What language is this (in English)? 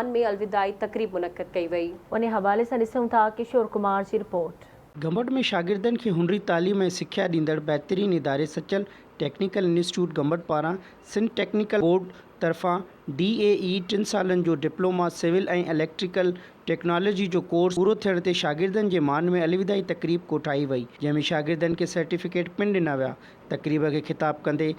Sindhi